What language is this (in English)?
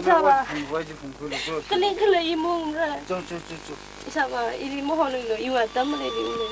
Tangkhul Naga (India)